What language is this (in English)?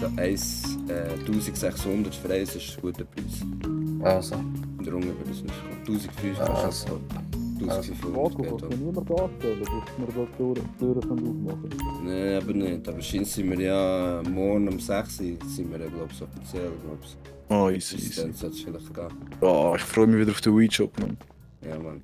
Swiss German